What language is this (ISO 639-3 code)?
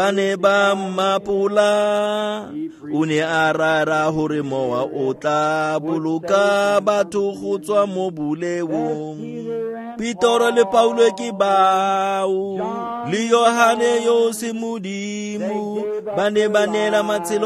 tsn